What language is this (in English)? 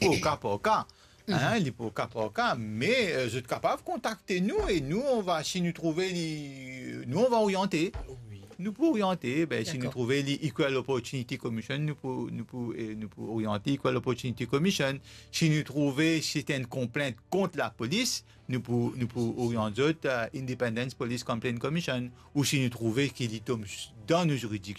Morisyen